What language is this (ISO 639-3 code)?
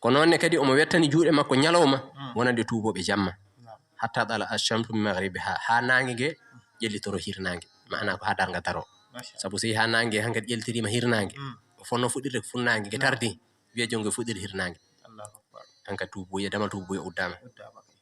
ful